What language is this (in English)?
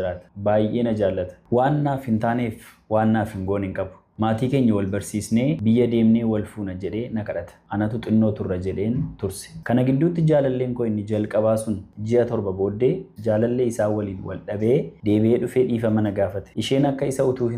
Oromo